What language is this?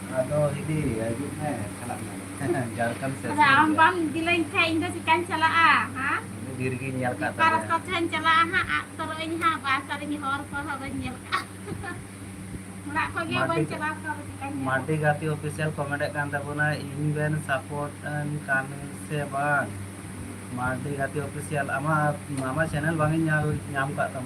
Santali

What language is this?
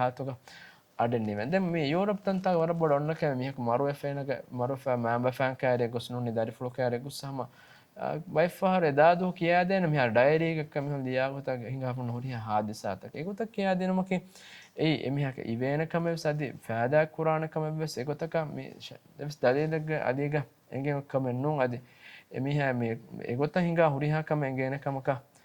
Divehi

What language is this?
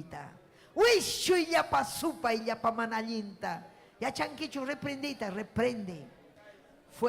Ayacucho Quechua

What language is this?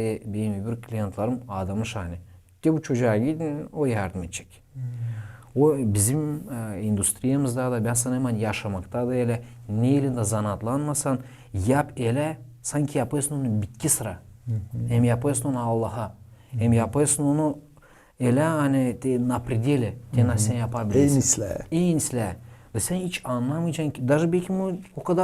Gagauz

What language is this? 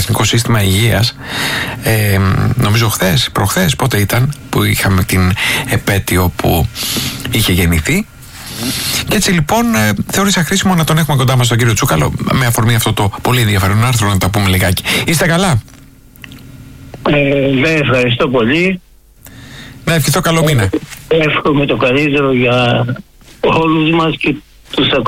Greek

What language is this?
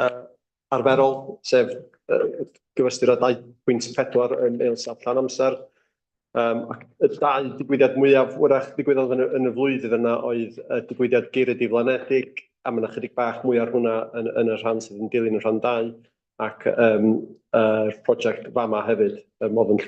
Welsh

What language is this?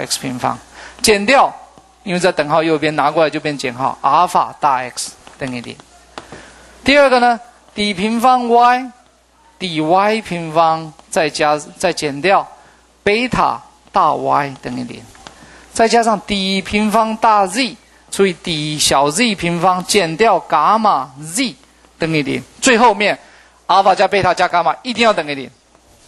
Chinese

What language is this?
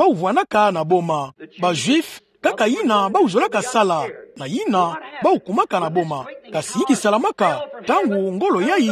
Kituba (Democratic Republic of Congo)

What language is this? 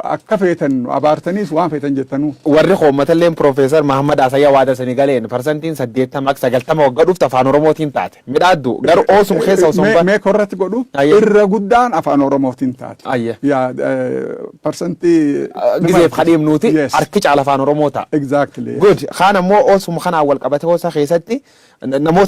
Oromo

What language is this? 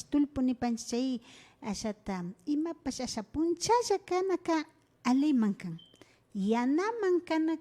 Imbabura Highland Quichua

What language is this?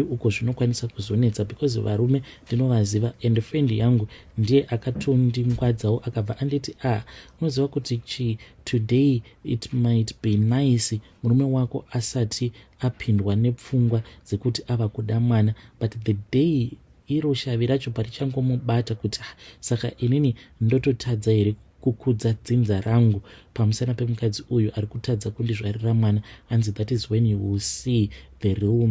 Shona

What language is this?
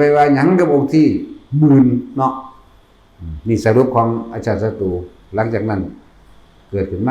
Northeastern Thai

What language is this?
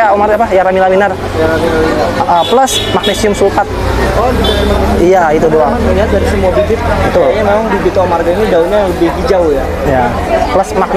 Indonesian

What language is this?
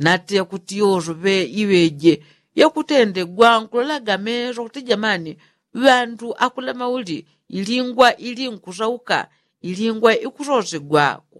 Yao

